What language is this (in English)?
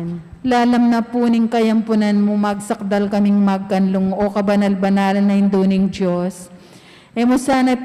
Pampanga